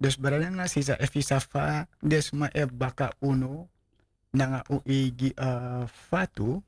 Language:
Sranan Tongo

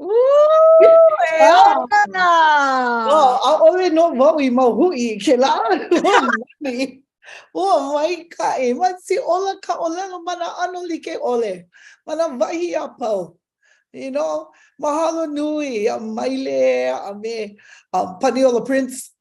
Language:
Hawaiian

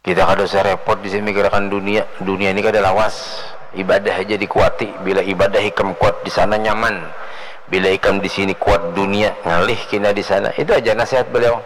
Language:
Banjar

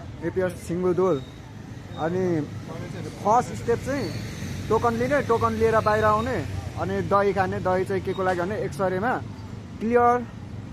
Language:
Nepali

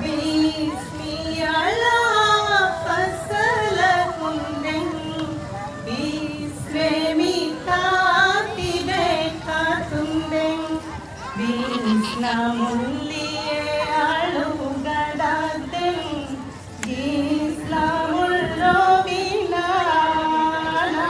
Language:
Divehi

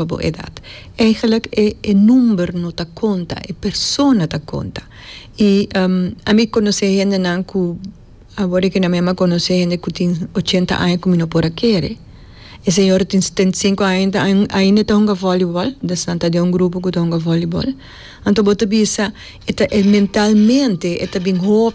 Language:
Papiamento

